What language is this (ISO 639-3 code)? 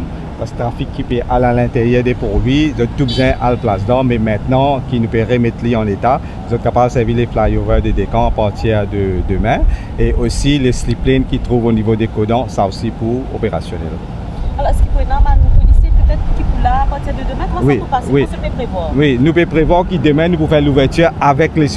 mfe